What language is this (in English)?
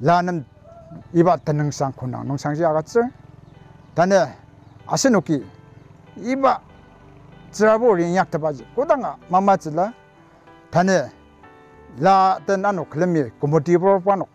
Ao Naga